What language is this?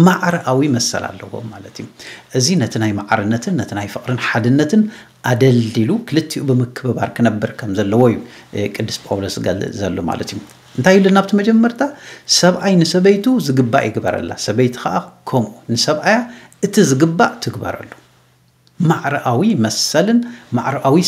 Tigrinya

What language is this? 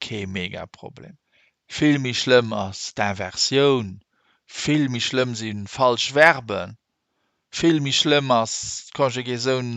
Luxembourgish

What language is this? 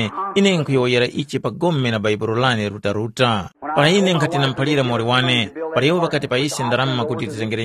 Tumbuka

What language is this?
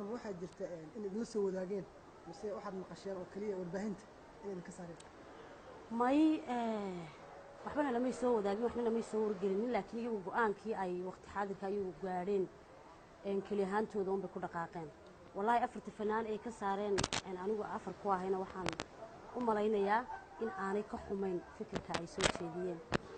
Somali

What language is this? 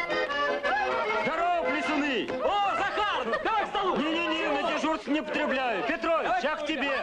Russian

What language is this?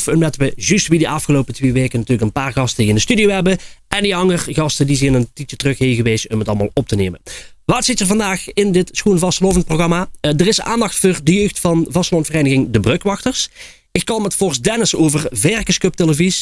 Limburgish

